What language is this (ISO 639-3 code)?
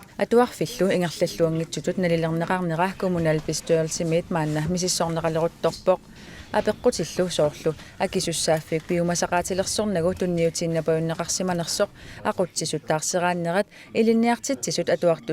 kal